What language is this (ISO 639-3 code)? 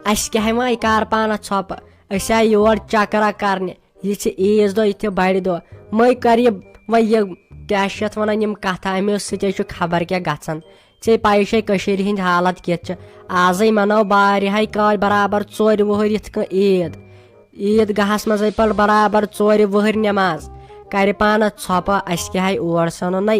kas